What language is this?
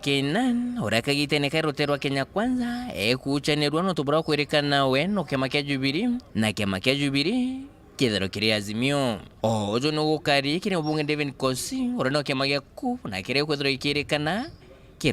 Meru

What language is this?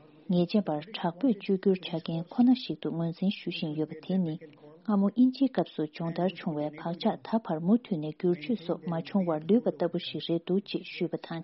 Tibetan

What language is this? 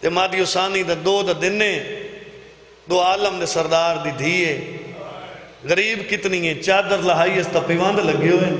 Saraiki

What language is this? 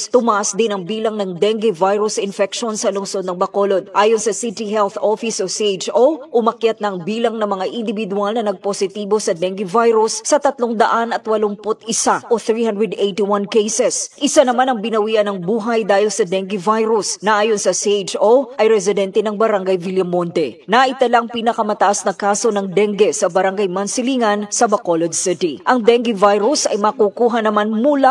Filipino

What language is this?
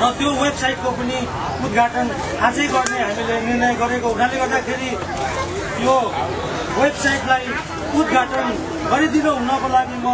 Nepali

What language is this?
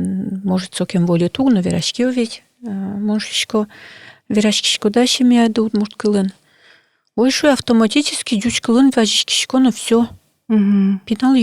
Udmurt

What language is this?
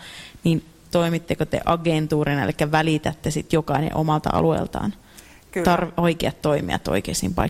Finnish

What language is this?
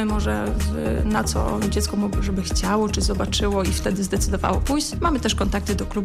Polish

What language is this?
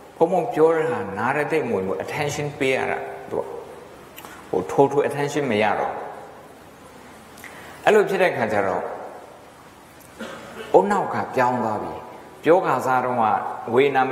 Burmese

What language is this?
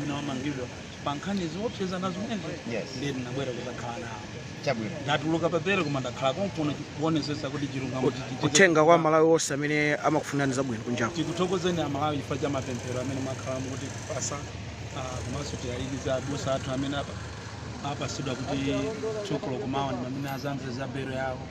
Nyanja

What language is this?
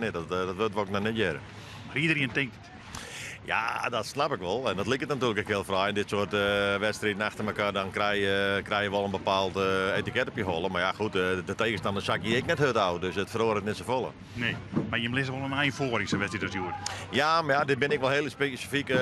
Western Frisian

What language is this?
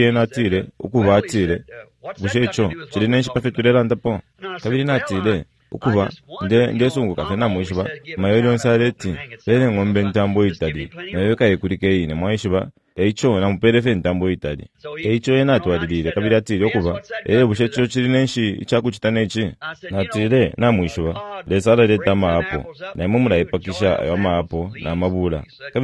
Bemba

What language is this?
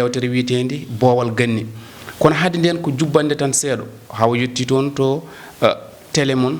Fula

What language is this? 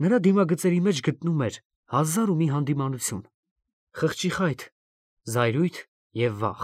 Armenian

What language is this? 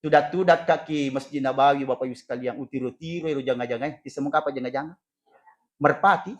Buginese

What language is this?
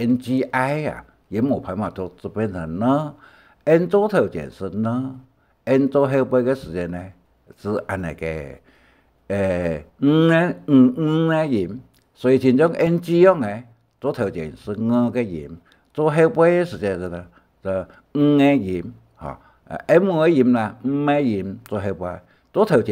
Hakka Chinese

